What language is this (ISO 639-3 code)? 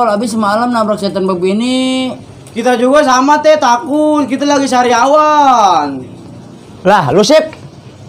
bew